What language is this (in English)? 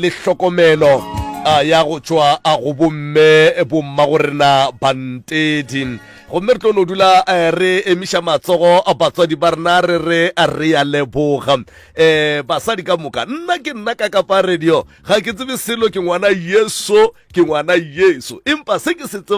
Northern Sotho